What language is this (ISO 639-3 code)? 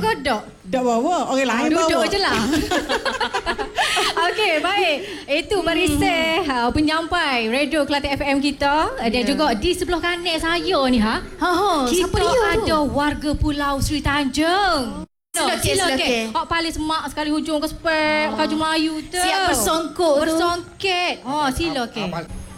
msa